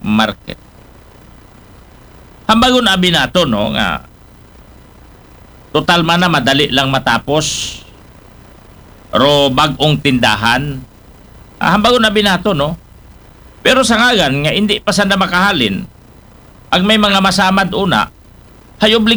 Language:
Aklanon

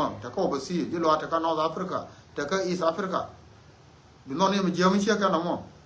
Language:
Nuer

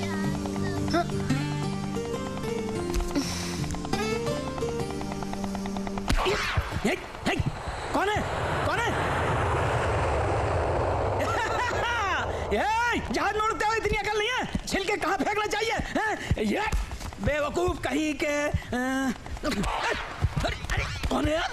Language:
Hindi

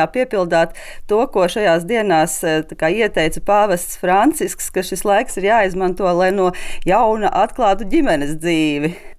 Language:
Latvian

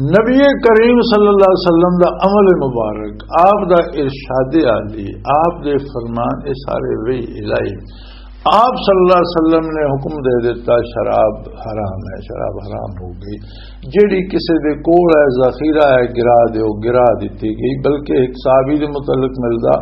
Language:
Western Panjabi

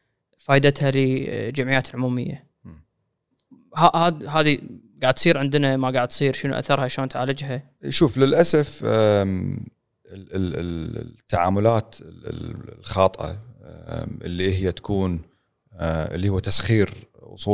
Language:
Gulf Arabic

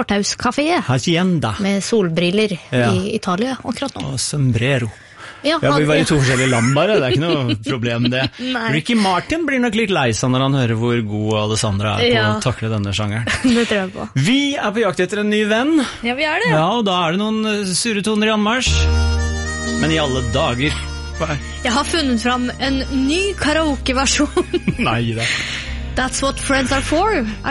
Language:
Norwegian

